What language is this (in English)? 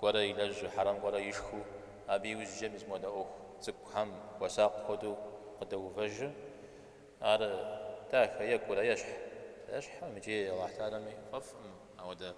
Kabardian